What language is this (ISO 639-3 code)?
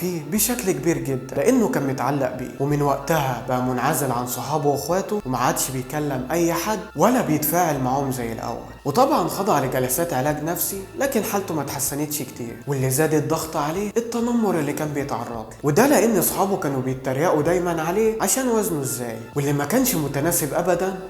arz